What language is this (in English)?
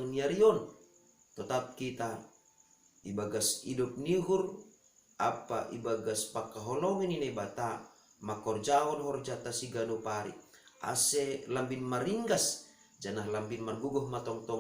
Batak Simalungun